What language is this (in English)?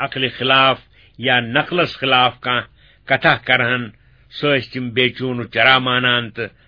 Kashmiri